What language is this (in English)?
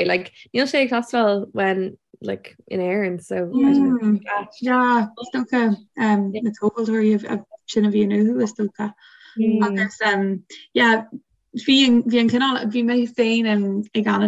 Irish